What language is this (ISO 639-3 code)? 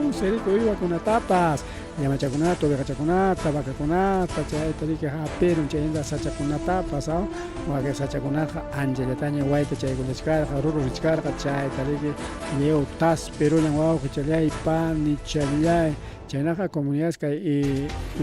quy